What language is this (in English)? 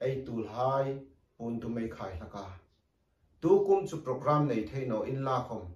Hmar